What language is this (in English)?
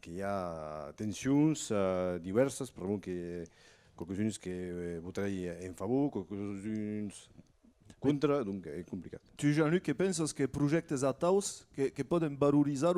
Occitan